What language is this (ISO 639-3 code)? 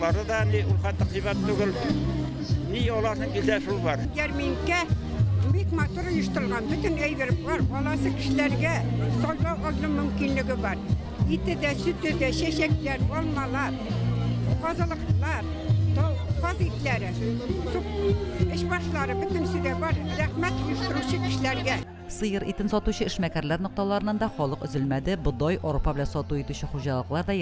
tat